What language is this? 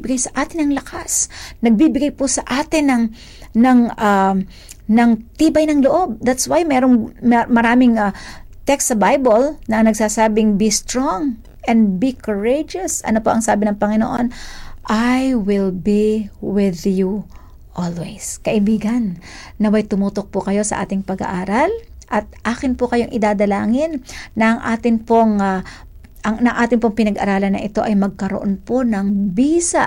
Filipino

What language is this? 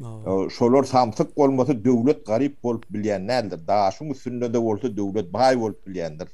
Turkmen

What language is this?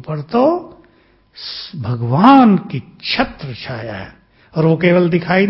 Hindi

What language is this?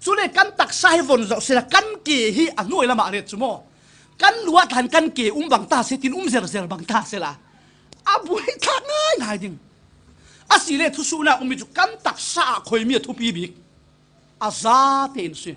Falam Chin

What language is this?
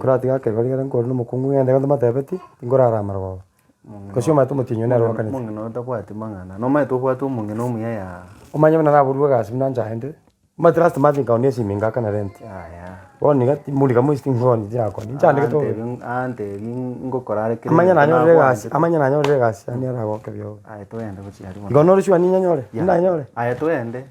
Gusii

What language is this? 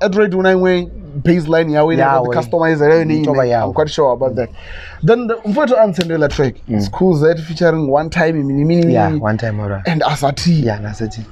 Venda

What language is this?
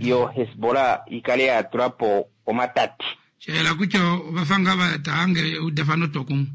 Kuanyama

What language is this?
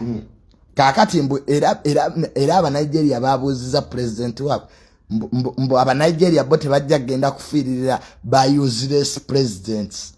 Ganda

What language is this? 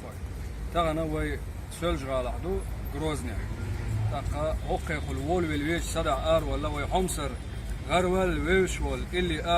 Chechen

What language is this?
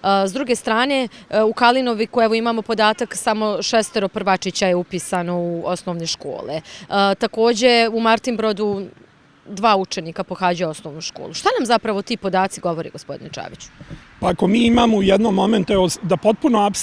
Bosnian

